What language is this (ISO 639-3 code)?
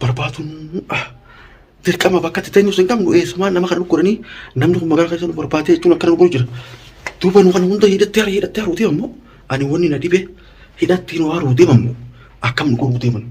orm